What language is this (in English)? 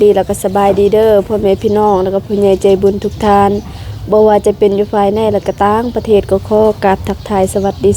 Lao